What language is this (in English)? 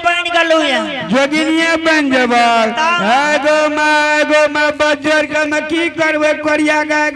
Angika